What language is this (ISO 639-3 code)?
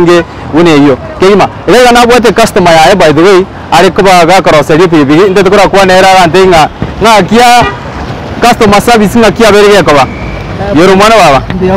guz